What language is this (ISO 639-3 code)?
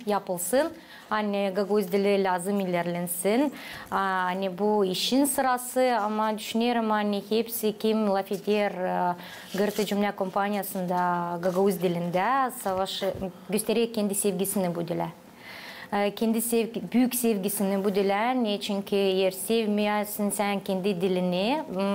gag